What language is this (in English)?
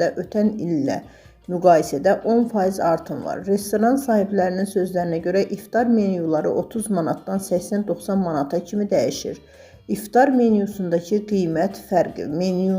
Azerbaijani